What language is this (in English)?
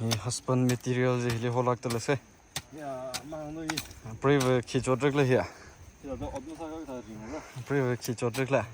Tangkhul Naga (India)